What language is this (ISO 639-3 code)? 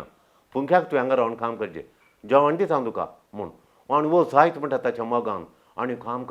kok